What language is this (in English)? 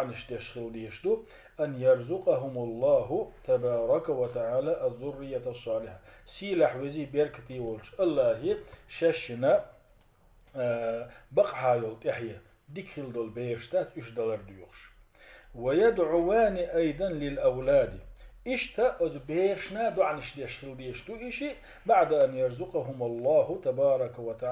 Chechen